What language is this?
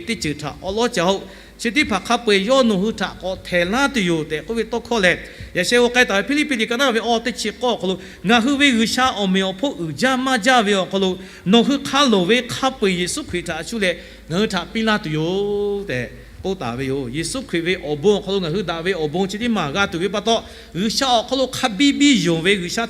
Lahu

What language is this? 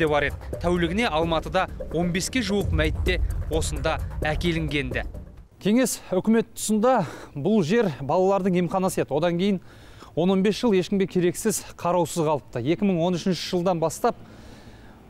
Kazakh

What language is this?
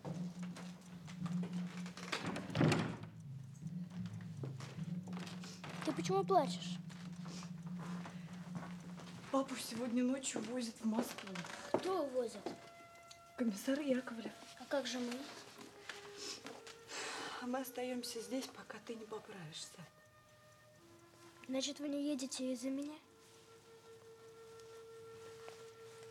Russian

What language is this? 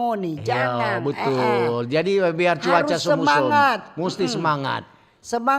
Manado Malay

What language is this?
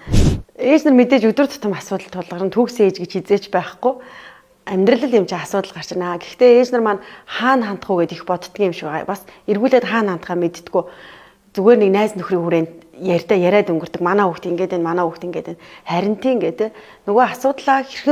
Mongolian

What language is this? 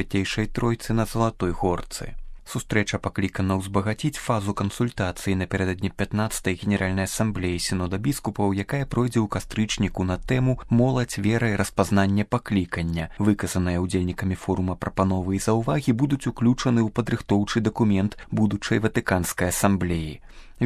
Belarusian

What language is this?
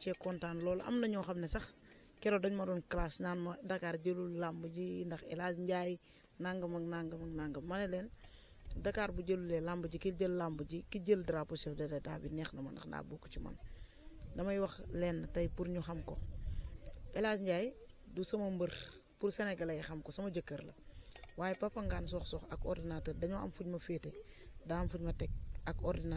Wolof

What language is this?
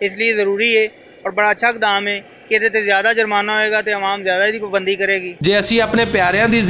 Western Panjabi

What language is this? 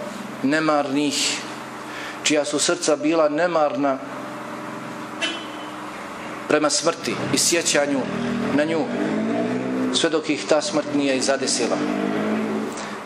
Bosnian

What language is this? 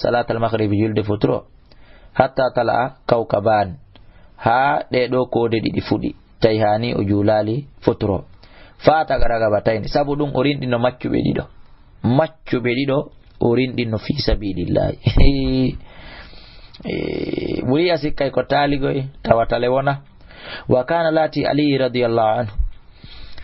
Fula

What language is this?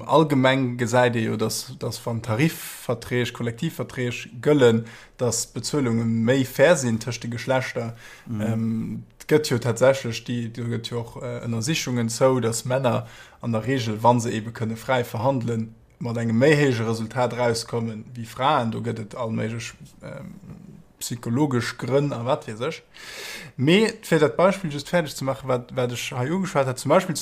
Luxembourgish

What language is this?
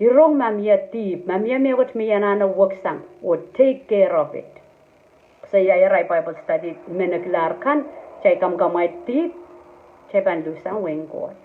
Pohnpeian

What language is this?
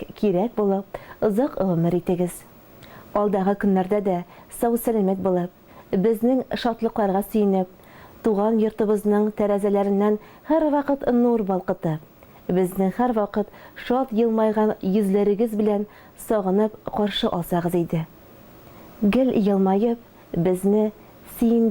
Tatar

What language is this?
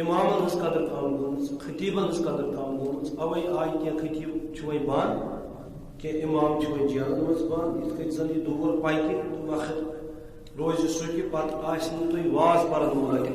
Kashmiri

